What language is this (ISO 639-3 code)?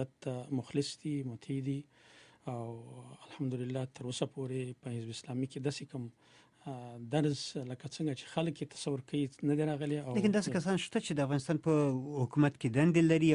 pus